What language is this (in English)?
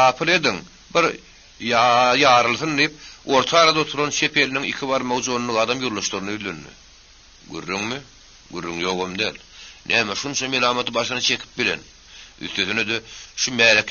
Turkmen